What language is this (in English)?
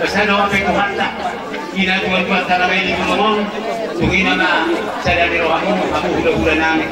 Batak Toba